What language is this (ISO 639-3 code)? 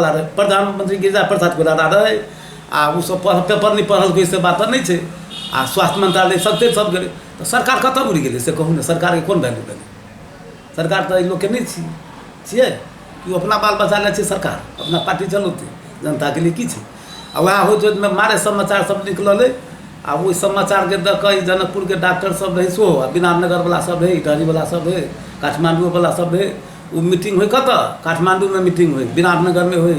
mai